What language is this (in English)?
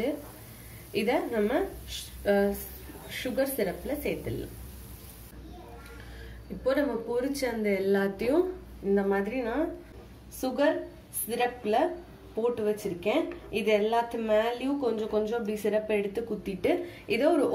Tamil